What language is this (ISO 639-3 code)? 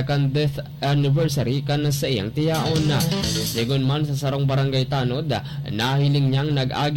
bik